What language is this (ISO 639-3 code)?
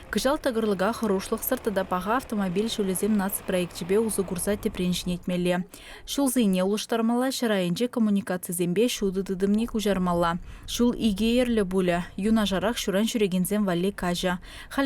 chv